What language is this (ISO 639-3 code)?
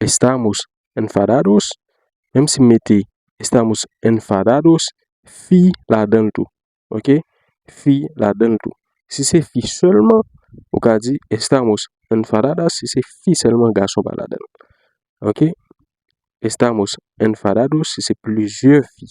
hat